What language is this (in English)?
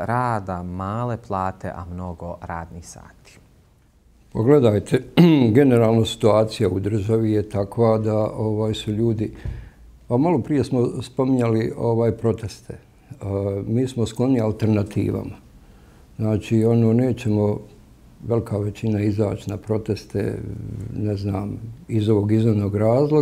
Bosnian